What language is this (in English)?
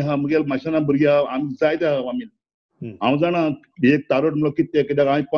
Konkani